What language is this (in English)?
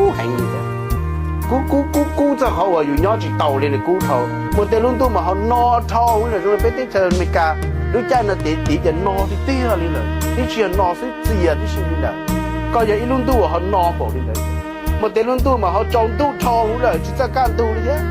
Hmong